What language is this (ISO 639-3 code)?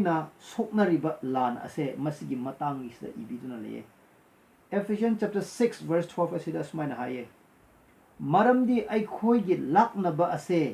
mni